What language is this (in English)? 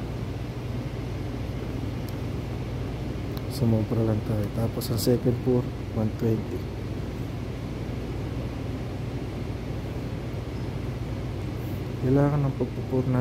Filipino